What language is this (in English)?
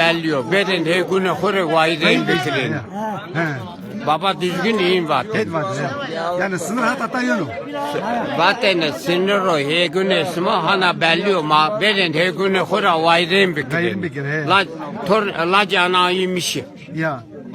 Zaza